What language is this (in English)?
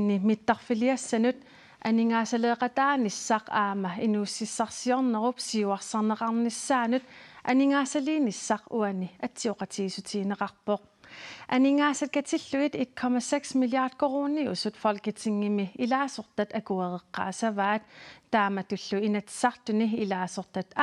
Kalaallisut